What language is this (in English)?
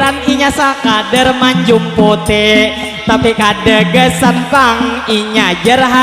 Banjar